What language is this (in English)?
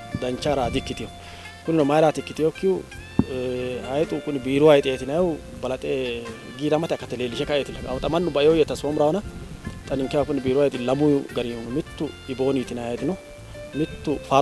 Sidamo